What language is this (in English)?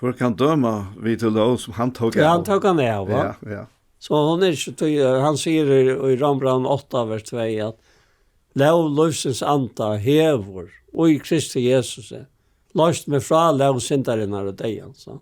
Faroese